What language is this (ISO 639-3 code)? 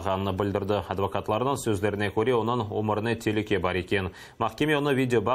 crh